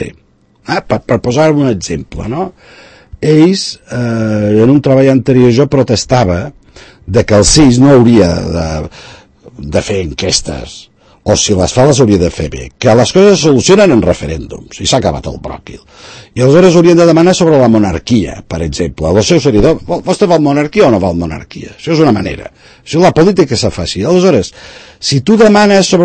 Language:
Catalan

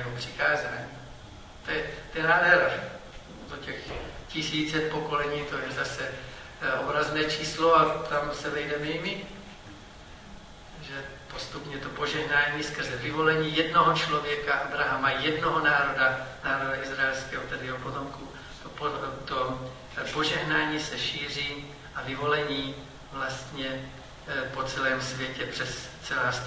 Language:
Czech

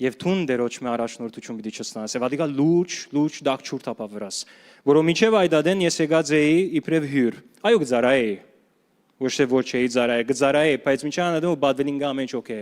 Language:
Western Armenian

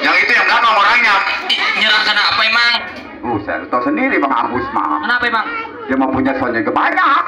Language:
Betawi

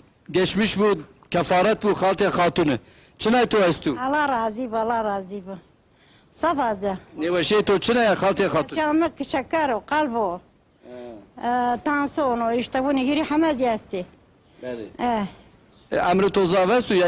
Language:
Zaza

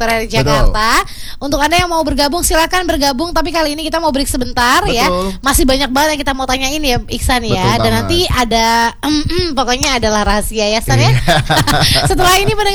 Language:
Indonesian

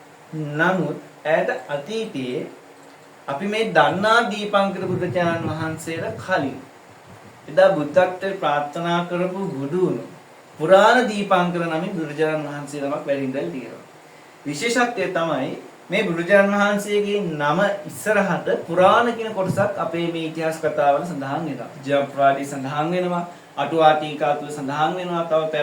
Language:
Sinhala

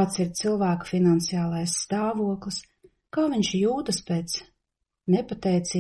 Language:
Latvian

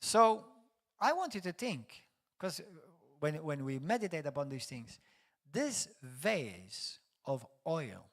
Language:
English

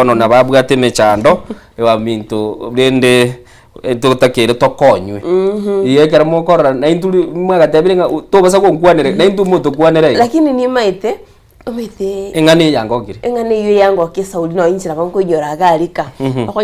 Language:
Gusii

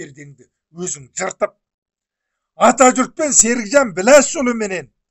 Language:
Kazakh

